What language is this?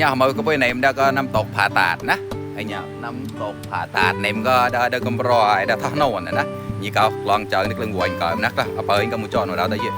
Mon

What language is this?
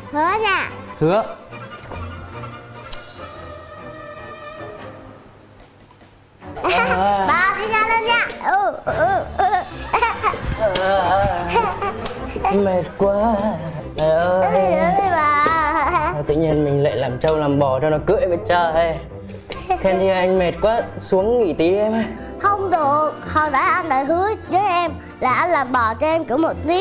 Vietnamese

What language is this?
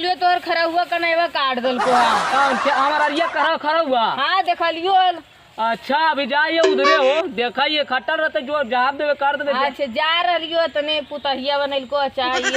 Magahi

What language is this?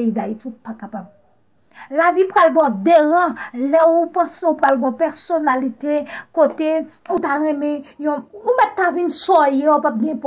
Haitian Creole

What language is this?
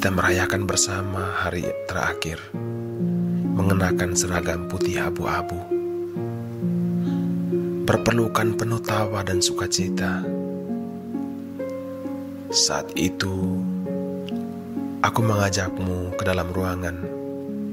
Indonesian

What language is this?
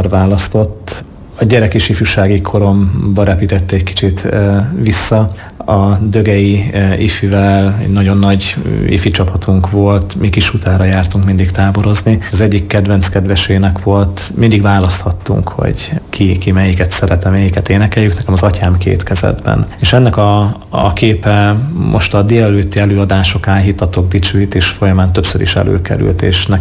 Hungarian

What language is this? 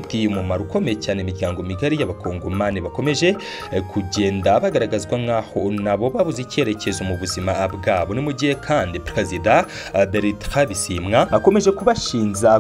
Kinyarwanda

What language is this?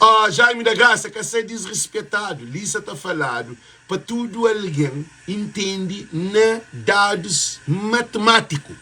Kabuverdianu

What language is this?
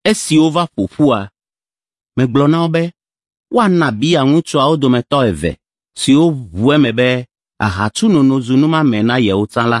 Ewe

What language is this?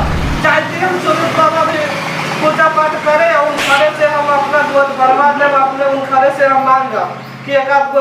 Magahi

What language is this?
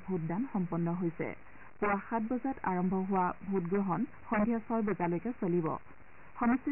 Assamese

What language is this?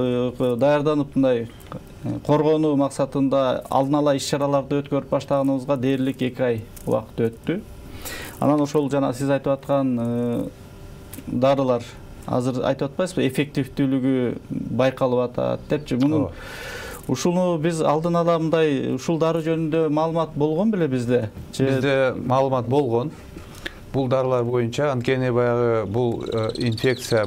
Kyrgyz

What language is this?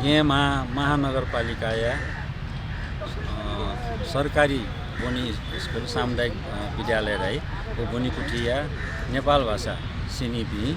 Newari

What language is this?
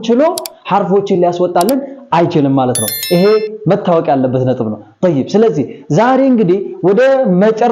Amharic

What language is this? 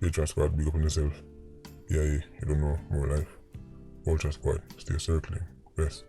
Jamaican Creole English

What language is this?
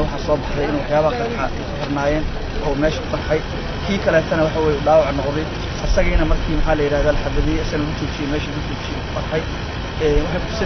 Somali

